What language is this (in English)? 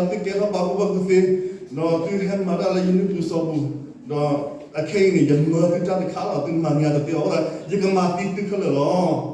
S'gaw Karen